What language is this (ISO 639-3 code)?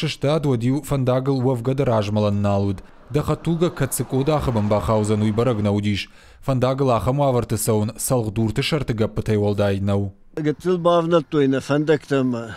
oss